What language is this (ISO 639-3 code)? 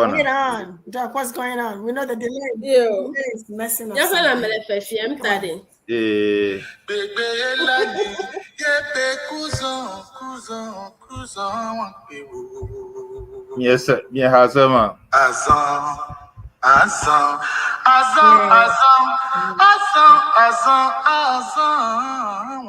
ewe